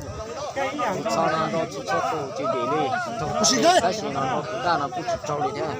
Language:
Hmong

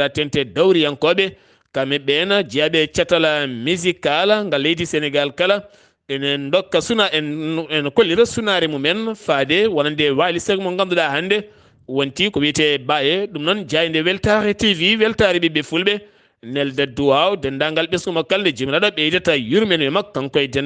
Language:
Fula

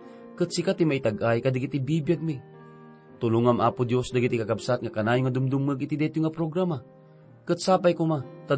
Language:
Iloko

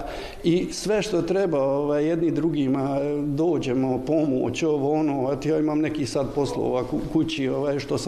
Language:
Bosnian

